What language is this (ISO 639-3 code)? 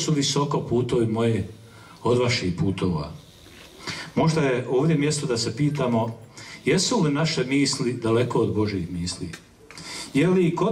hrv